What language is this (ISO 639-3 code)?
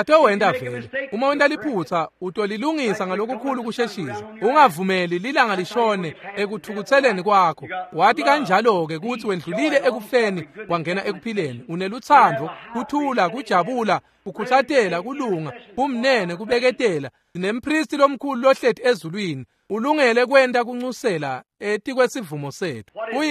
ssw